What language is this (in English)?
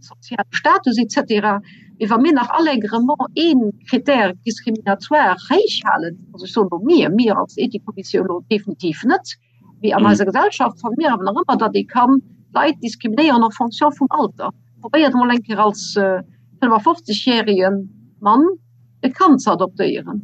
Luxembourgish